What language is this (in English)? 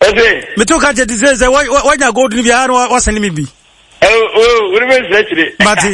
Akan